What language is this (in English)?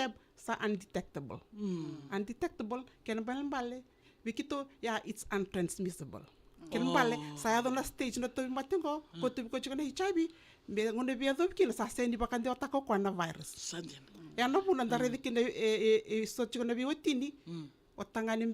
Fijian